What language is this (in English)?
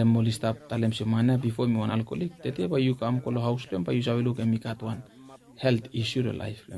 Bislama